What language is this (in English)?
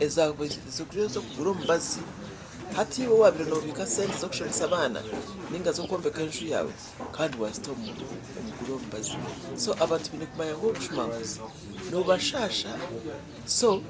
Nyankole